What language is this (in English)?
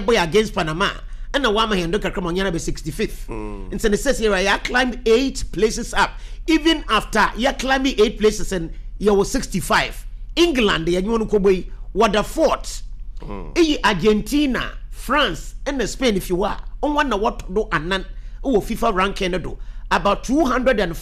Akan